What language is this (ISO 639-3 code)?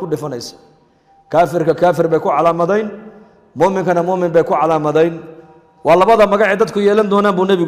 som